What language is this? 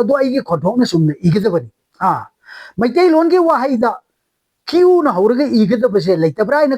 Manipuri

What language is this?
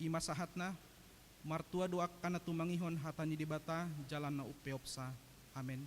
Batak Toba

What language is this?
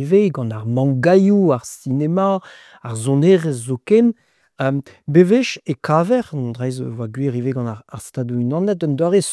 Breton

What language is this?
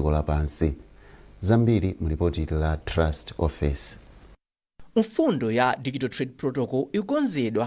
Nyanja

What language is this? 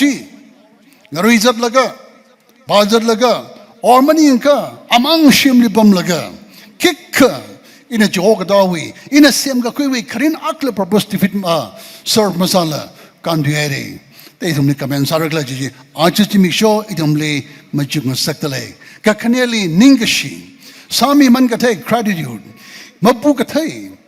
Tangkhul Naga (India)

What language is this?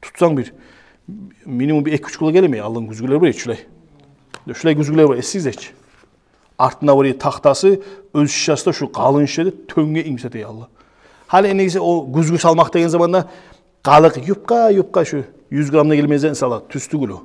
Kumyk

